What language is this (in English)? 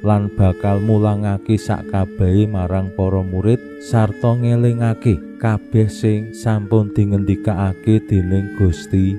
Javanese